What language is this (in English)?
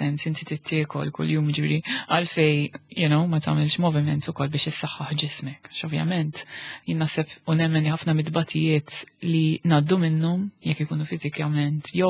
Maltese